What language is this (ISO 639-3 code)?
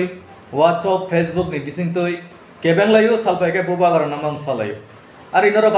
trp